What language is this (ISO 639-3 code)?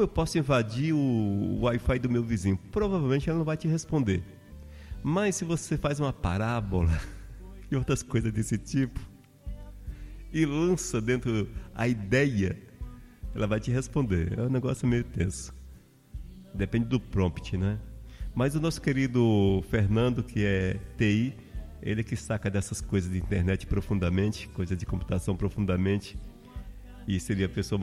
por